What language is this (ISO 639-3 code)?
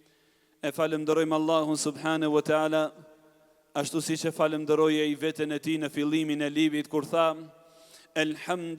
sqi